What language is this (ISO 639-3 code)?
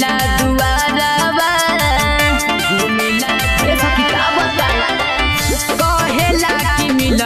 bho